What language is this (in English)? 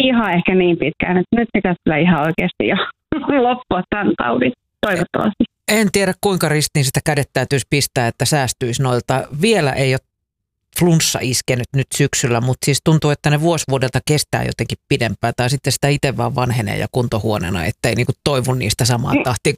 Finnish